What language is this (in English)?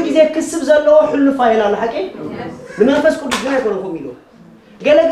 Tigrinya